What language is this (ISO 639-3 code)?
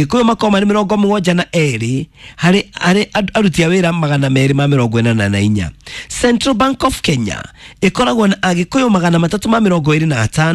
kik